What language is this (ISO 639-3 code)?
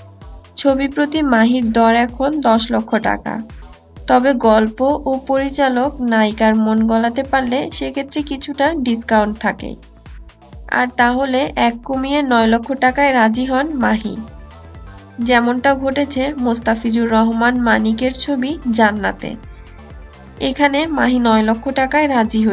ben